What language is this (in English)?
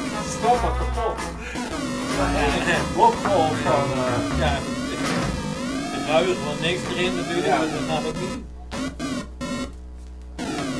Dutch